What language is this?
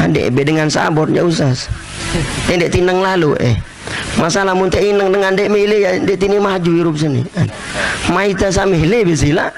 Sasak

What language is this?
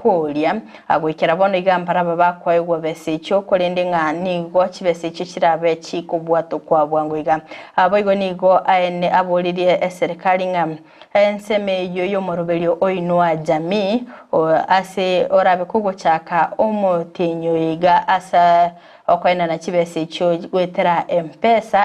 Gusii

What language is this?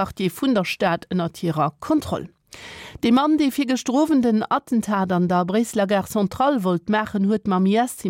Luxembourgish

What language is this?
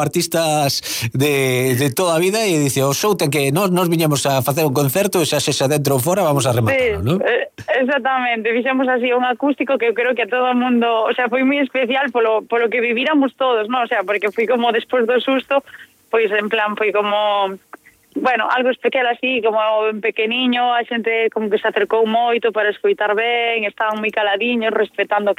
Galician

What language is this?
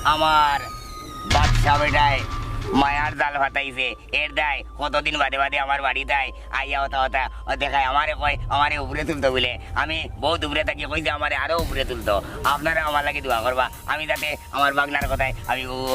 Sylheti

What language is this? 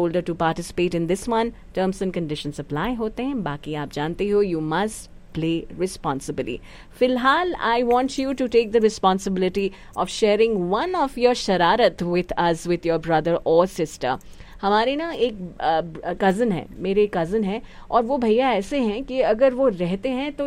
Hindi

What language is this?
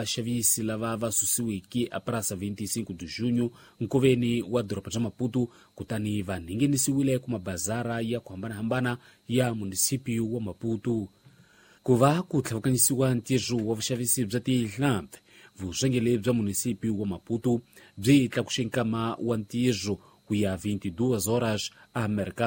Tsonga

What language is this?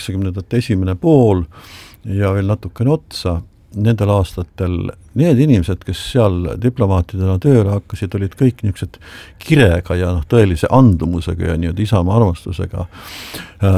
Estonian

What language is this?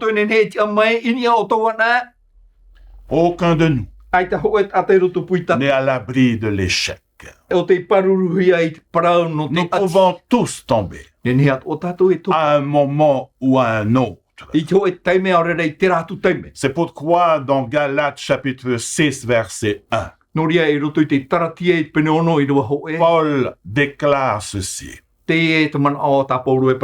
Tahitian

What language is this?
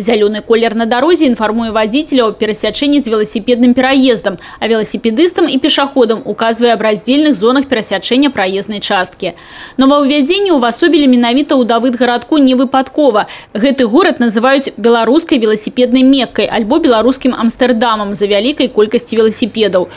Belarusian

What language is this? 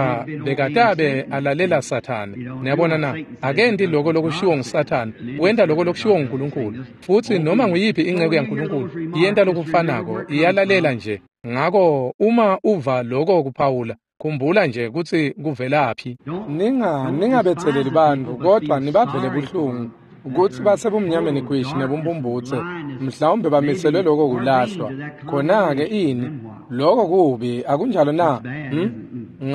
Swati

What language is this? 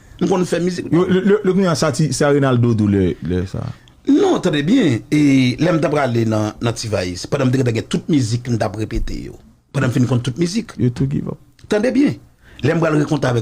Haitian Creole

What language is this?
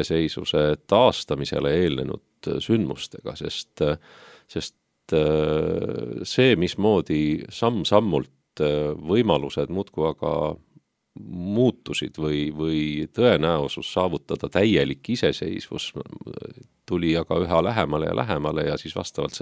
Estonian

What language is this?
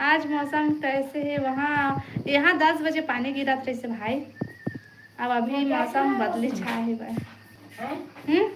Chhattisgarhi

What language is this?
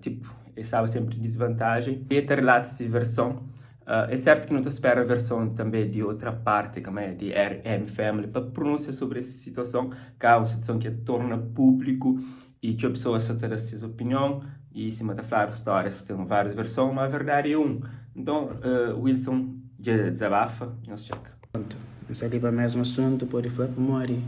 Kabuverdianu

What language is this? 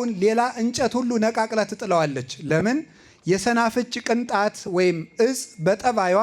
Amharic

